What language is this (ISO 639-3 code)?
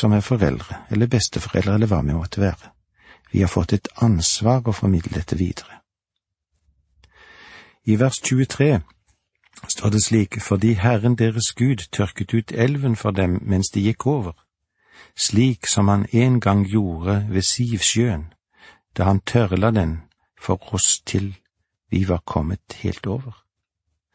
nor